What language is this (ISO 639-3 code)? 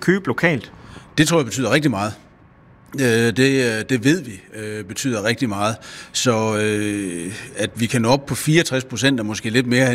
dan